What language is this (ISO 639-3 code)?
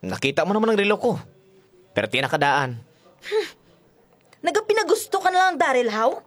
hil